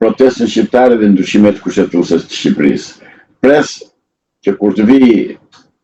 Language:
Albanian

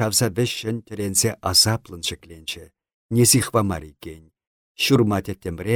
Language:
Chuvash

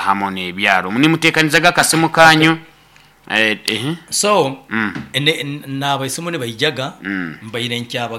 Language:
Nyoro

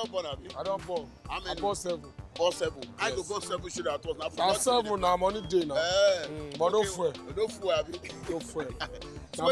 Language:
Nigerian Pidgin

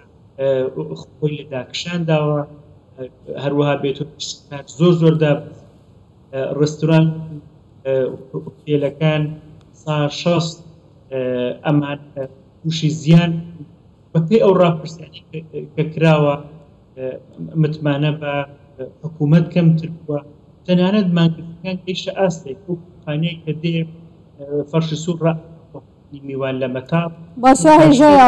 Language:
Central Kurdish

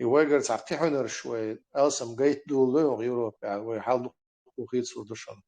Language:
Chechen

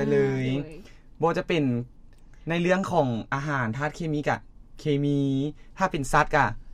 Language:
Lao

